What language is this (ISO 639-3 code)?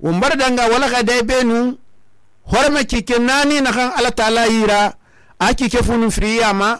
sus